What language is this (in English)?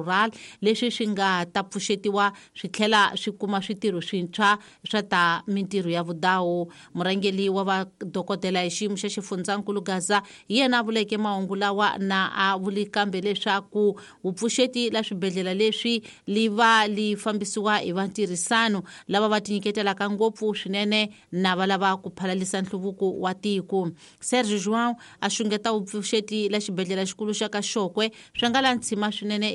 Tsonga